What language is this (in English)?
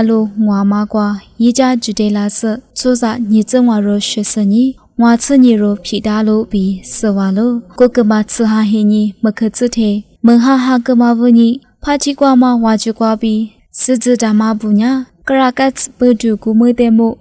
Lisu